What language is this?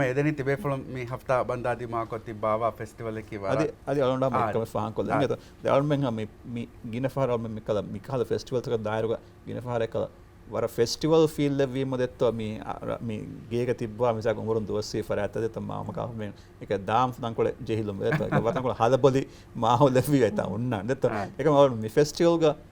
Divehi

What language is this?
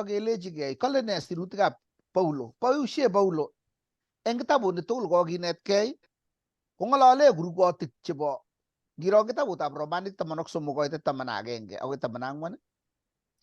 Kalenjin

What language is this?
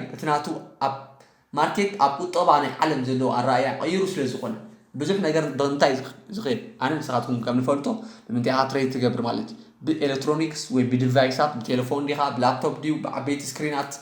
Tigrinya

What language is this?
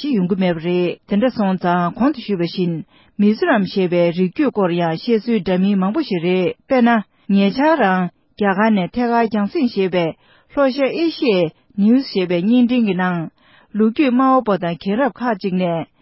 Tibetan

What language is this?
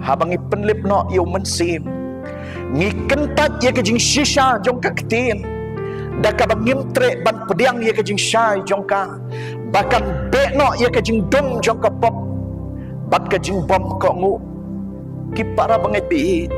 Khasi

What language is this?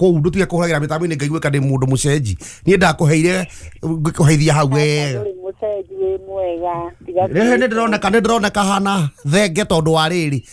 Kikuyu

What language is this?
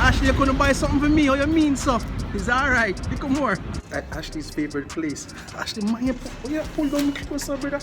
Jamaican Creole English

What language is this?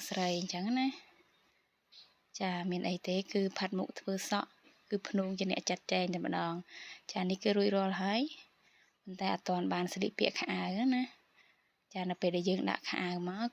Khmer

